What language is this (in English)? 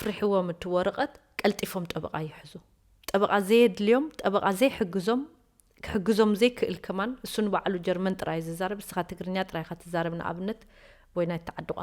Tigrinya